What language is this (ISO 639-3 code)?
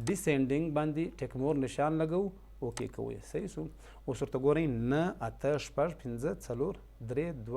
pus